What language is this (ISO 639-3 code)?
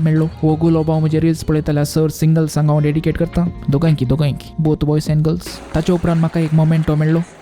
kok